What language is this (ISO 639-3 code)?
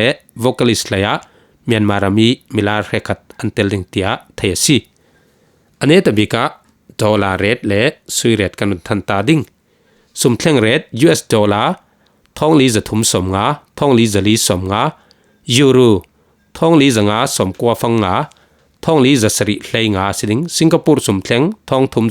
cfm